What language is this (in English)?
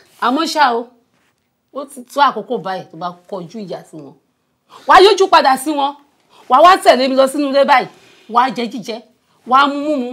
Yoruba